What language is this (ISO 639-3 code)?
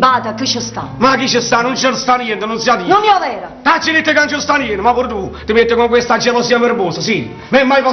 nap